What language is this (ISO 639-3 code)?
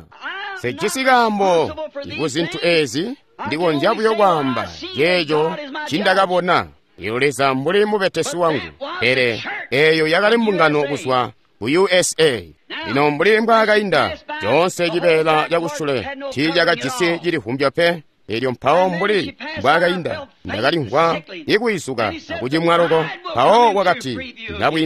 toi